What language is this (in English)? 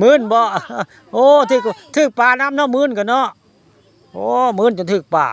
Northeastern Thai